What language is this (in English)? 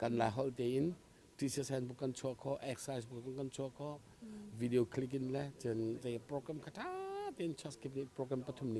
Hakha Chin